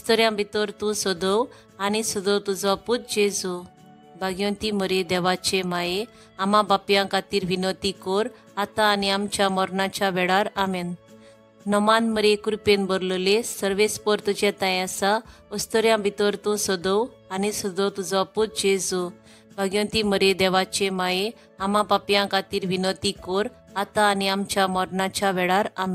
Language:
Konkani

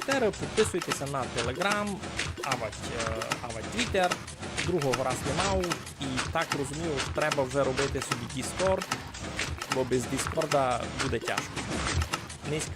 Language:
Rusyn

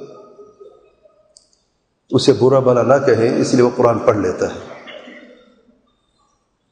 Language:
Urdu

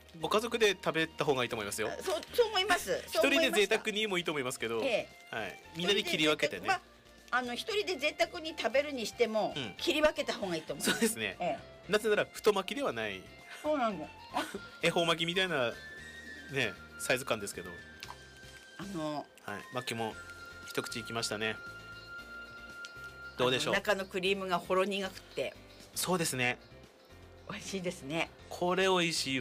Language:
Japanese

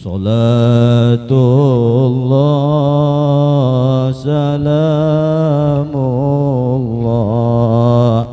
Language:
Banjar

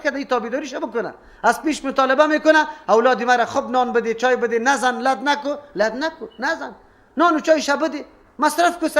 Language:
Persian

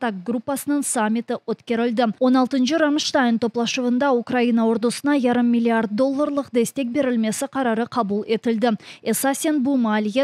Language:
Crimean Tatar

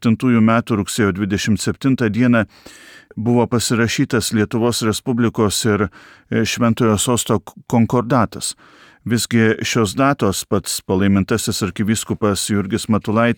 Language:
Lithuanian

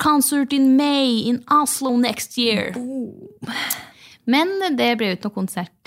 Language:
Norwegian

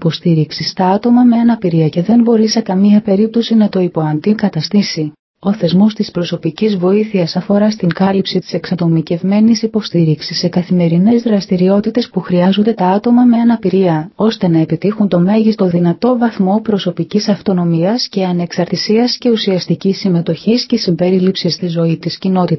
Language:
Greek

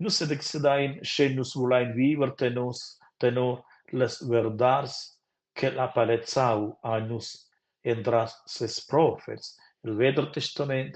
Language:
Romansh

